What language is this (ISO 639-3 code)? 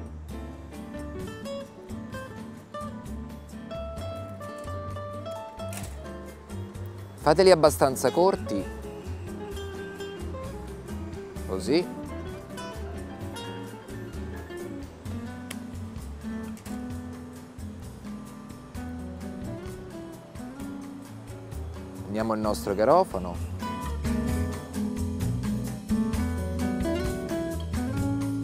ita